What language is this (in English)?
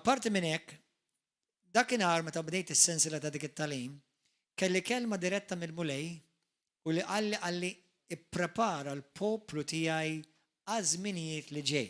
Maltese